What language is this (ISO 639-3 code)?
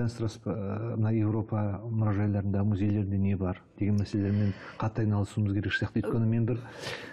kaz